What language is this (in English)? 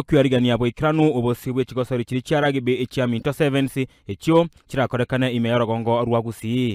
Gusii